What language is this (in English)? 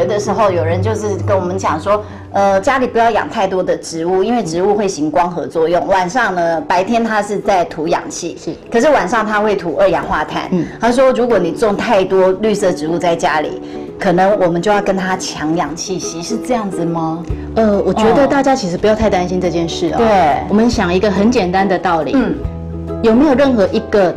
Chinese